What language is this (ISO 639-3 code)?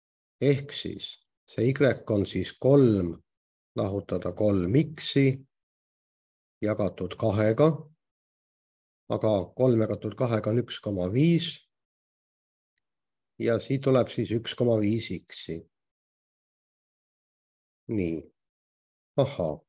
est